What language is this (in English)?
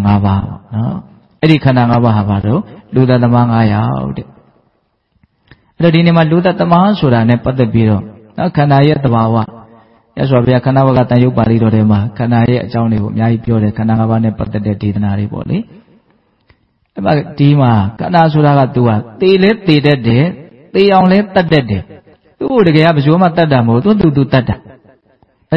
Burmese